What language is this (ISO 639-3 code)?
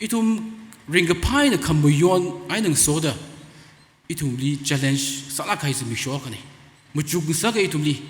nmf